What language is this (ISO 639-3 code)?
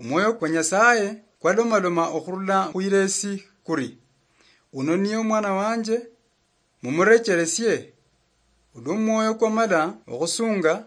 luy